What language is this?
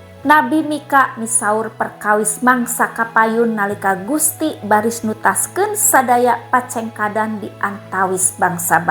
Sundanese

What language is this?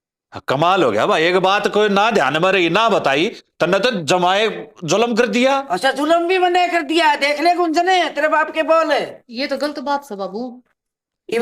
Haryanvi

